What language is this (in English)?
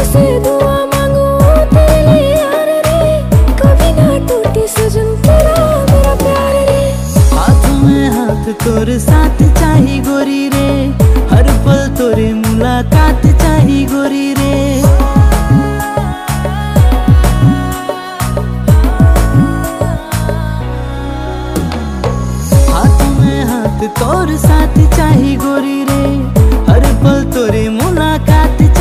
Bhojpuri